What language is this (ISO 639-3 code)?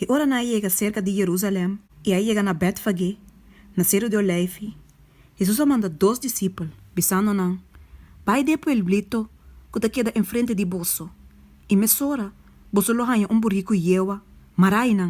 pap